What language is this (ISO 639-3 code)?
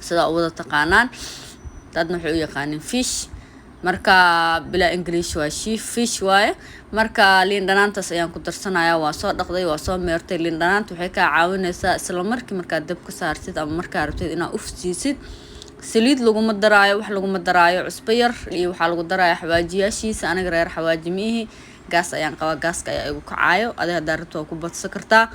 som